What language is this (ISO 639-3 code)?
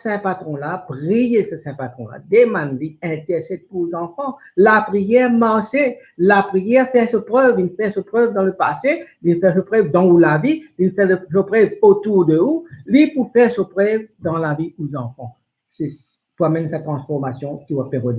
mfe